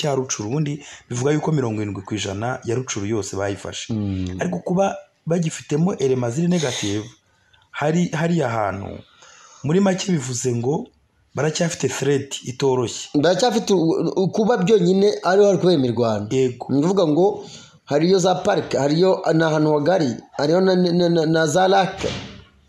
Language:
Kinyarwanda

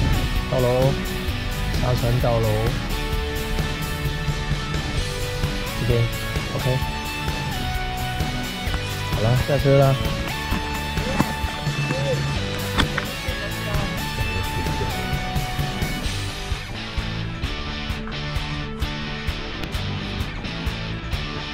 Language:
Chinese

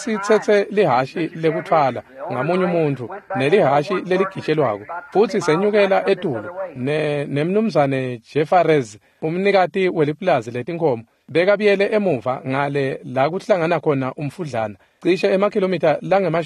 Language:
Swati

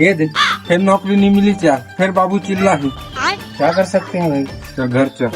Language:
Chhattisgarhi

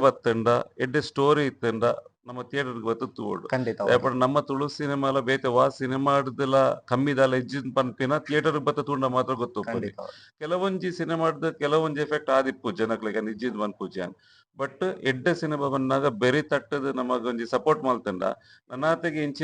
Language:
Tulu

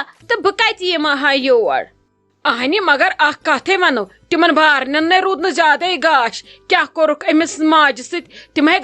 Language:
Kashmiri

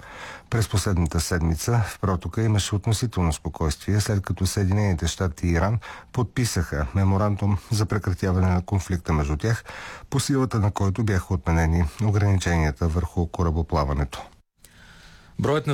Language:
Bulgarian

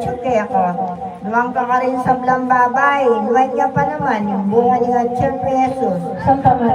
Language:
Pampanga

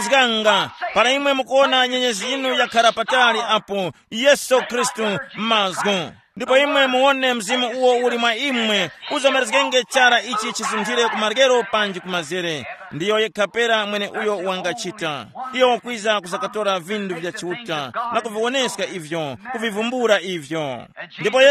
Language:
Tumbuka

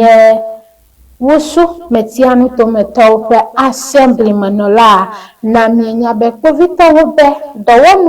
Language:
Ewe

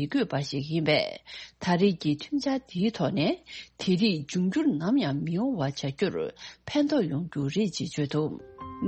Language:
Tibetan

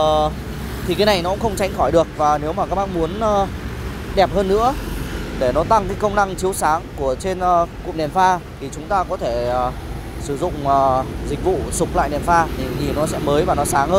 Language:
Vietnamese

